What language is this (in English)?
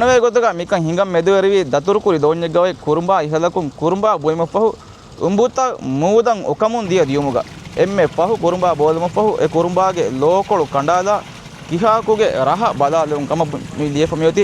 Divehi